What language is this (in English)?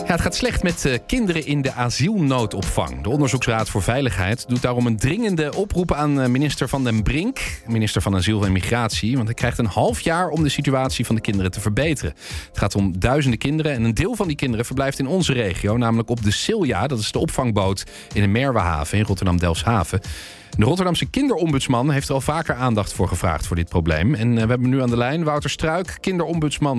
Dutch